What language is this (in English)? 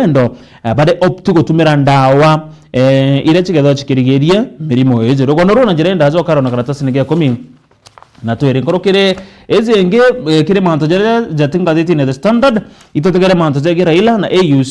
Meru